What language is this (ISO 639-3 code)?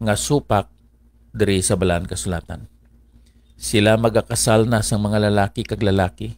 hil